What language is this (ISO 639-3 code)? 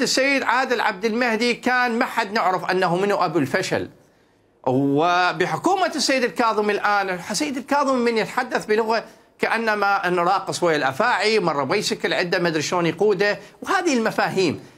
acm